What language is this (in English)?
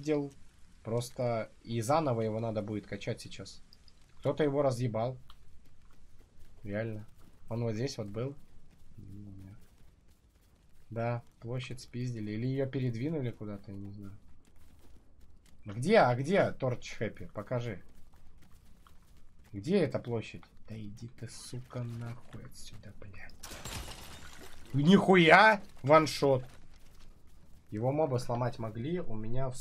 Russian